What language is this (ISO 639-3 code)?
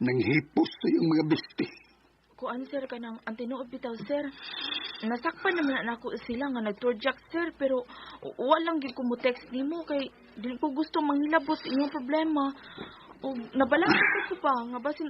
ceb